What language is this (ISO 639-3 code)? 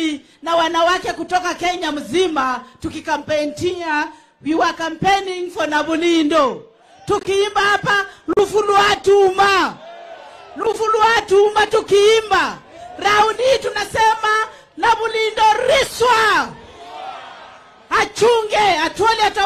swa